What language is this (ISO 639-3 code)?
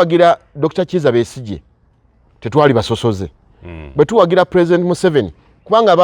lug